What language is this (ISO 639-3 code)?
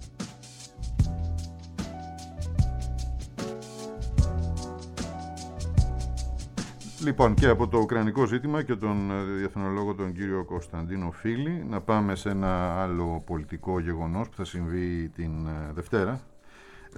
ell